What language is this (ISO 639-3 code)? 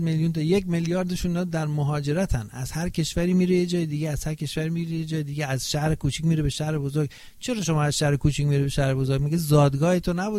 fas